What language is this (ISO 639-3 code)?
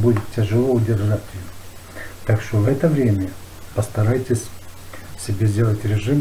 rus